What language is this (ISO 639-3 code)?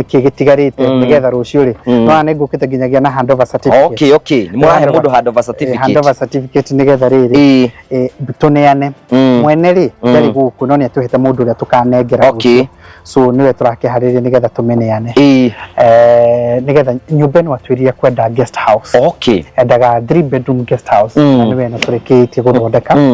kik